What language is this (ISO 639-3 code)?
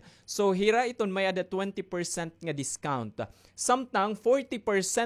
war